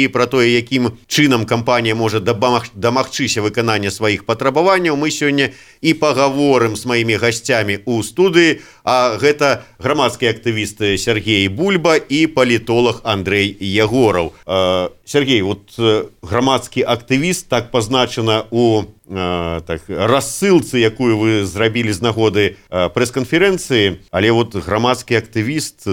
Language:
Belarusian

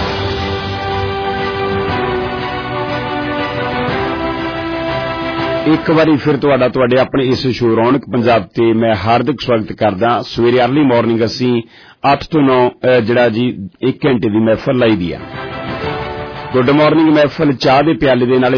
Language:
Punjabi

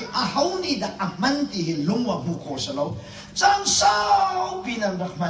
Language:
Hakha Chin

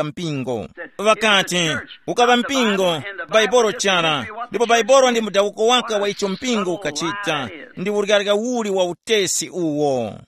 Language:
Tumbuka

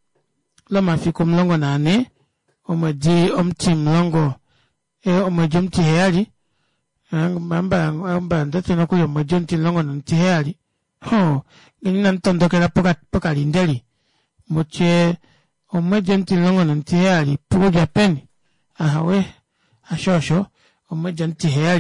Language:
Kuanyama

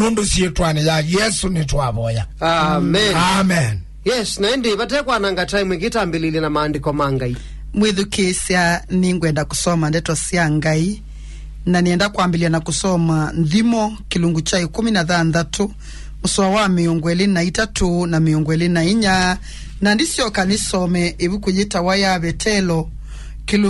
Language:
Kamba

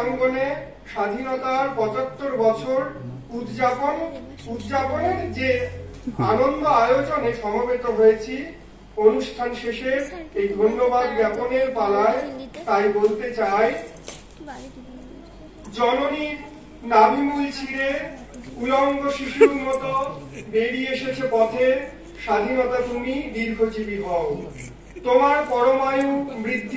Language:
Bangla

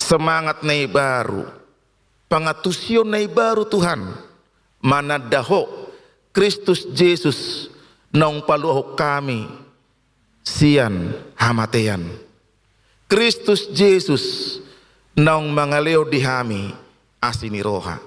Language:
Batak Toba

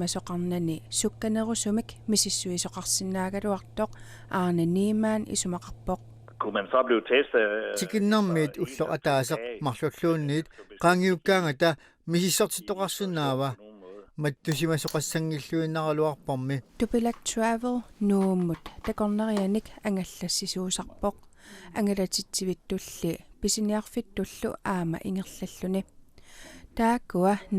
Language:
Kalaallisut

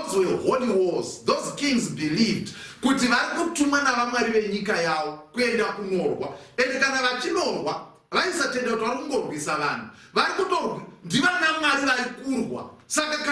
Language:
Shona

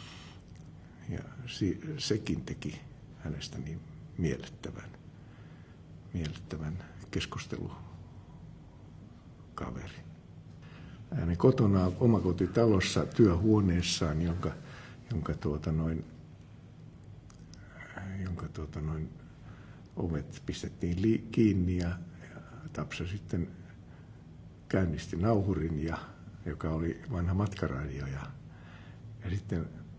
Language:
Finnish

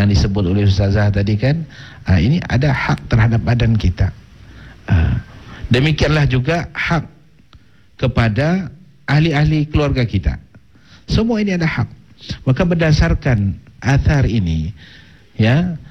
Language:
Malay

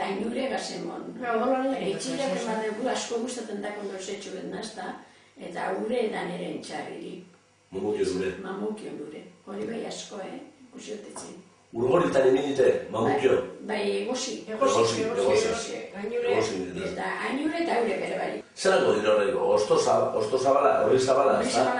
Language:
Basque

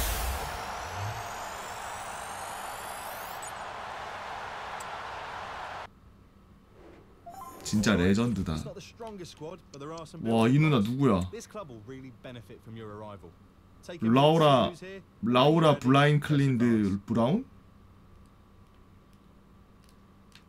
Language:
Korean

